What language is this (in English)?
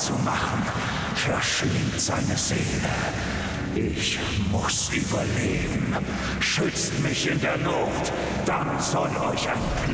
Bavarian